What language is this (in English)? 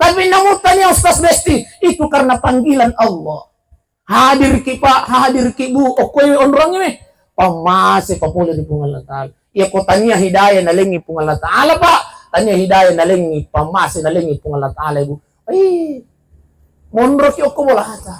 Buginese